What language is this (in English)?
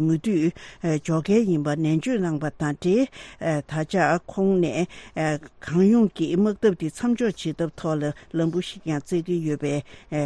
Tibetan